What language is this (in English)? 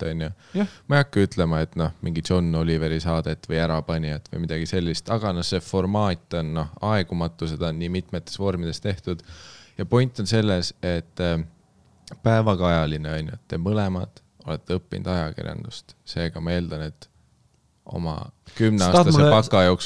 Estonian